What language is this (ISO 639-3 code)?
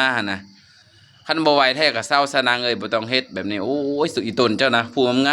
lao